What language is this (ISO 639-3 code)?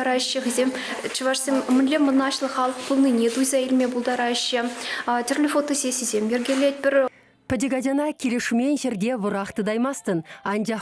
chv